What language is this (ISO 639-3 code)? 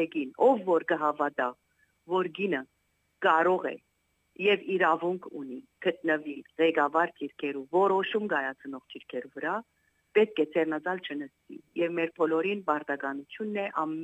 hyw